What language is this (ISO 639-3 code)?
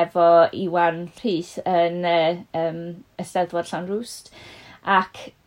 cym